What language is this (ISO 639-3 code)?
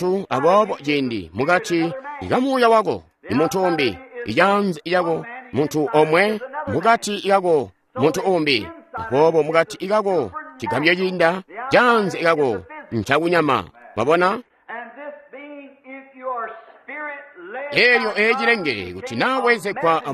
toi